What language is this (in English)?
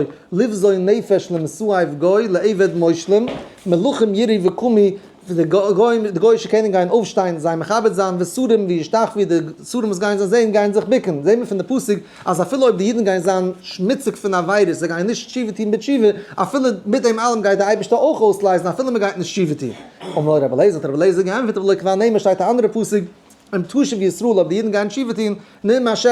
Yiddish